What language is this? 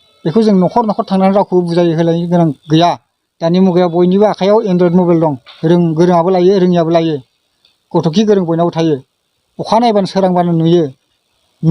Bodo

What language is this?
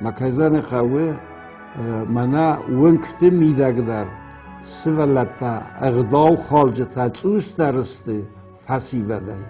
Ossetic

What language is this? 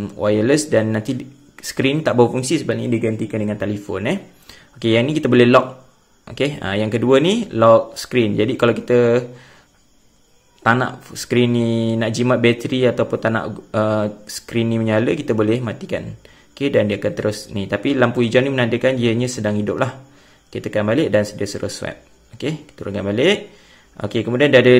Malay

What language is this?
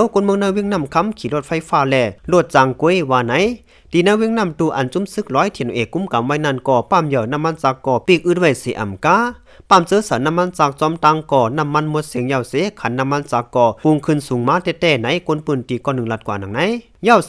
Shan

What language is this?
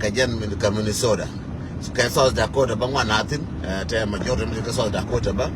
Nuer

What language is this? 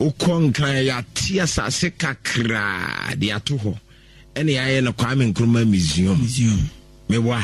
Akan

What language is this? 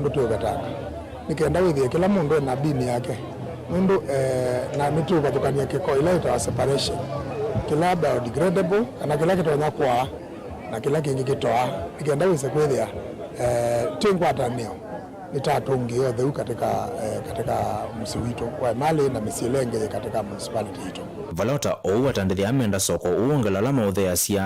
Kamba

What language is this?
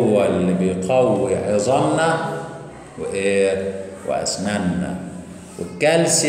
Egyptian Arabic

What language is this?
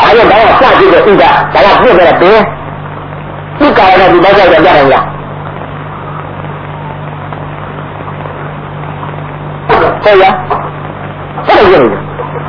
Burmese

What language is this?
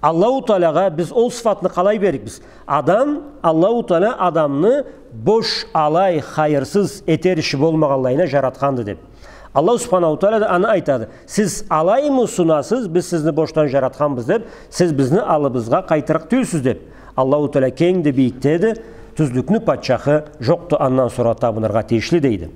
Karachay-Balkar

